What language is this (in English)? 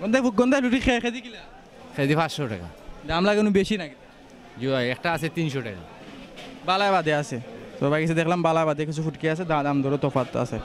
Sylheti